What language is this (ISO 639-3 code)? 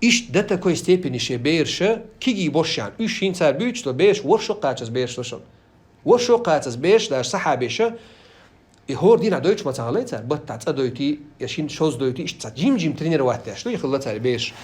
che